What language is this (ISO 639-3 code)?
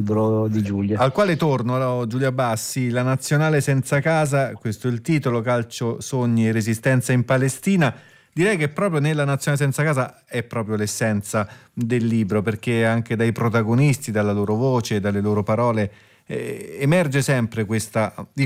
ita